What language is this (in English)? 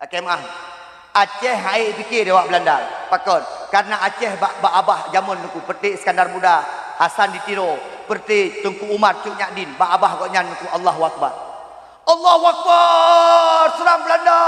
Achinese